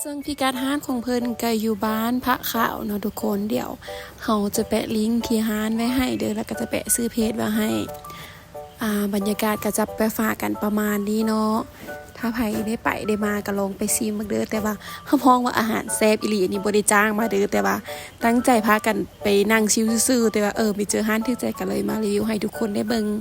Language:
Lao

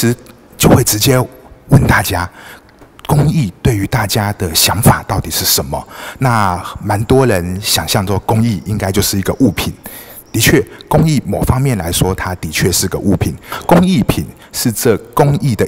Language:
Chinese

